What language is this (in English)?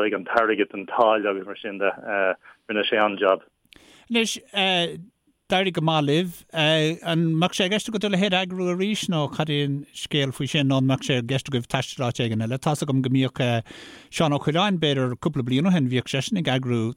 Irish